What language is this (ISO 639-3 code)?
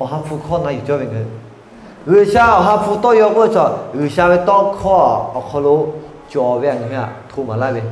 lhu